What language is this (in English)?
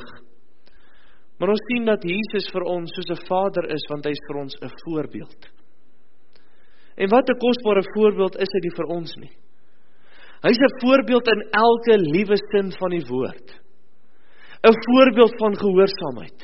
Afrikaans